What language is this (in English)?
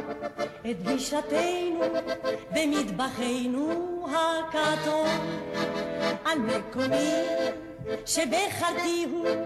Hebrew